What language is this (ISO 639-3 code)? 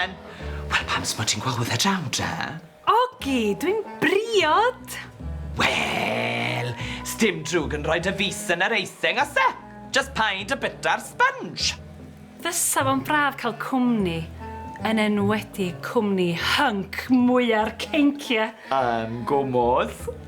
cym